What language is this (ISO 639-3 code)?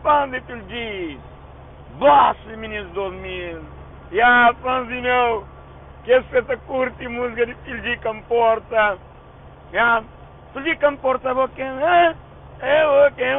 kea